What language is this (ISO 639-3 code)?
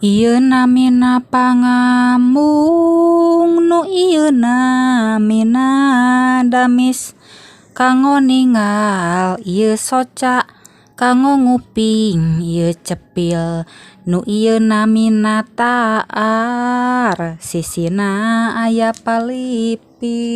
sun